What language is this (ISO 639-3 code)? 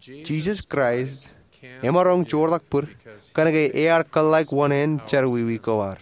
mah